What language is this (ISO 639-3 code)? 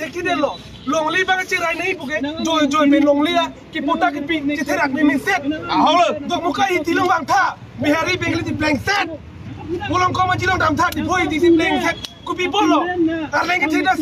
mjw